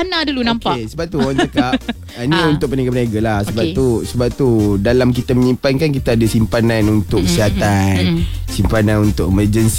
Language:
Malay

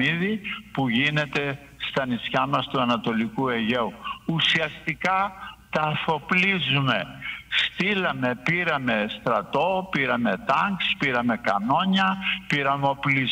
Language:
Greek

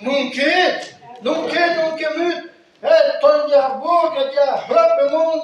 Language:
Breton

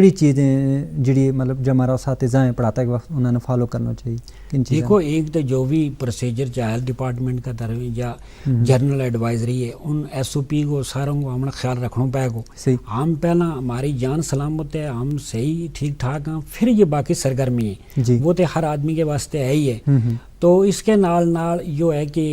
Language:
Gujari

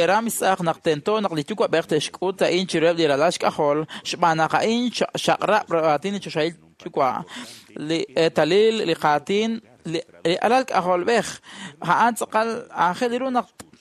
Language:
Kekchí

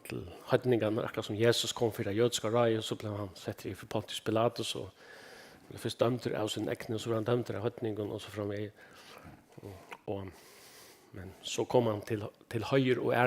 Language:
Faroese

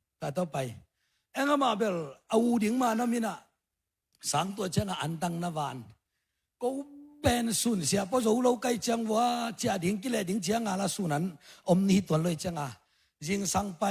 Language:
Tedim Chin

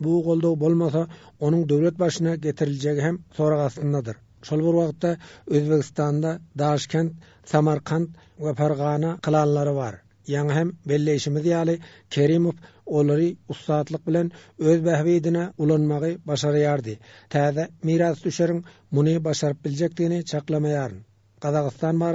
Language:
Turkmen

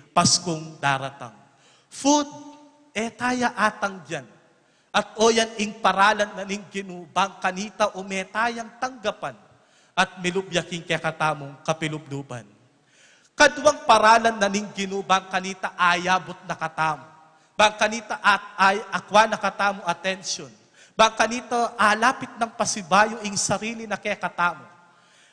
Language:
Pampanga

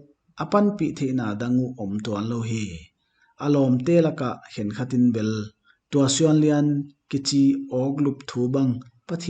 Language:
Paite Chin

